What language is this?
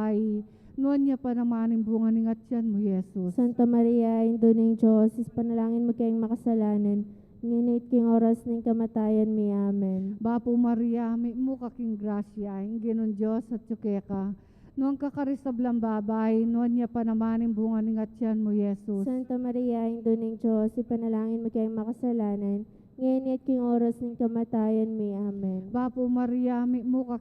Pampanga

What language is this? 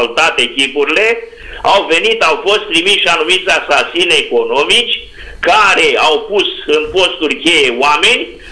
Romanian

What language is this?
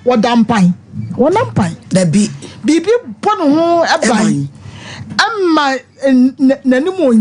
Akan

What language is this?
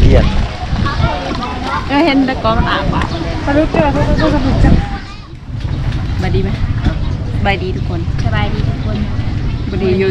Thai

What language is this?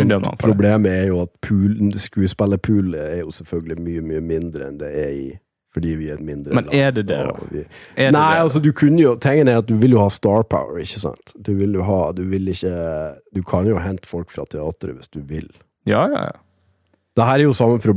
Norwegian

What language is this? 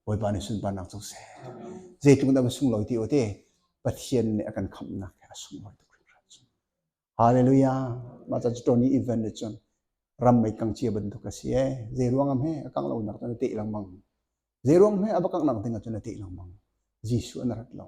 Hakha Chin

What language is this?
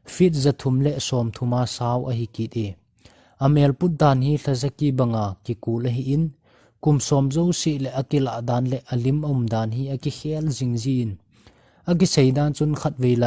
Thado Chin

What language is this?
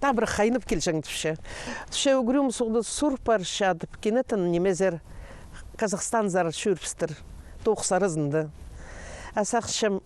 Khakas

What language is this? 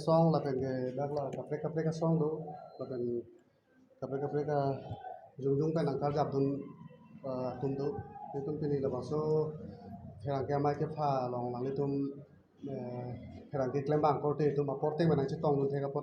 Karbi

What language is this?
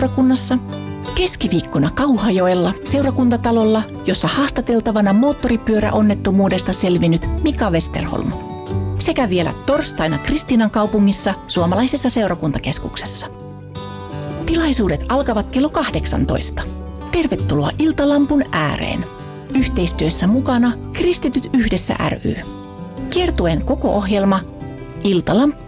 Finnish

